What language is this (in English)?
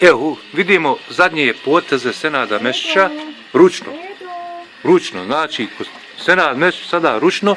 Bosnian